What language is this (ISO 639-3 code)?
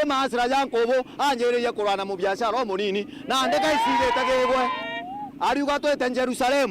mer